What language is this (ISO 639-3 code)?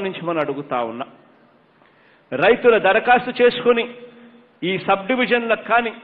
tel